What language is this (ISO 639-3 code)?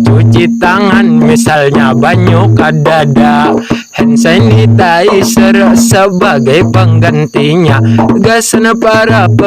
bjn